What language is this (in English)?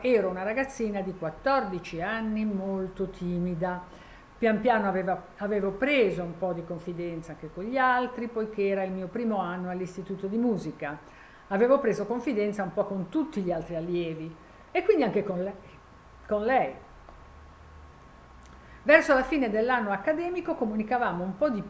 Italian